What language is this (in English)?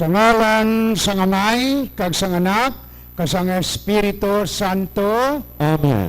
Hiligaynon